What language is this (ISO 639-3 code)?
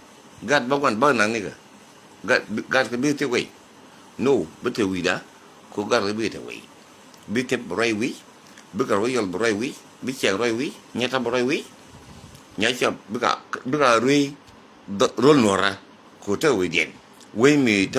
nus